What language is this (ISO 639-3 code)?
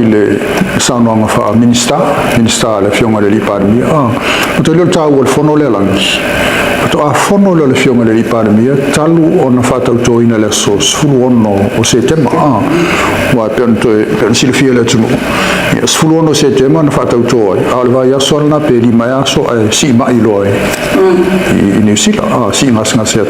smo